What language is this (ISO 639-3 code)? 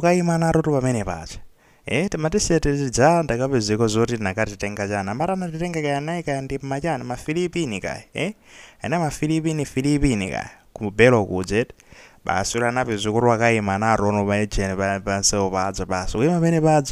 nya